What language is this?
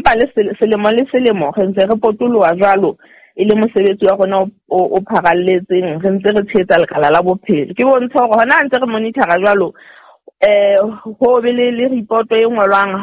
Southern Sotho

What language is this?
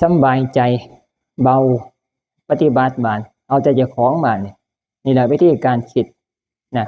Northeastern Thai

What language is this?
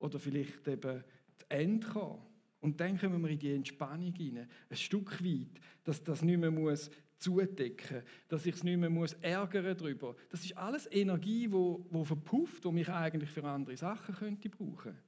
Swiss German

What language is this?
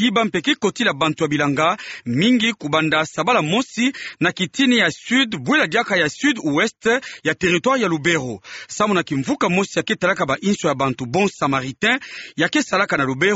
Kituba (Democratic Republic of Congo)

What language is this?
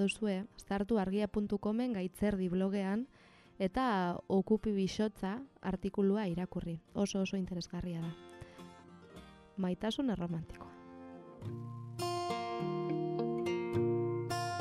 Basque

